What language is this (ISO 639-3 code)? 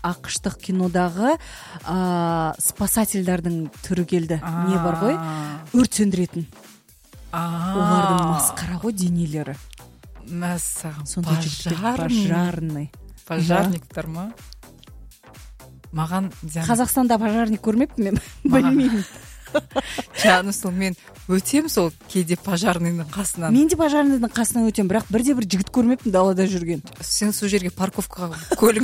kaz